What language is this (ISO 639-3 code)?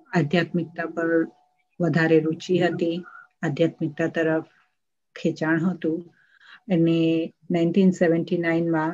guj